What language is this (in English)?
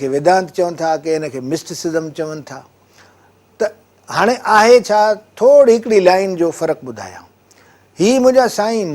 Sindhi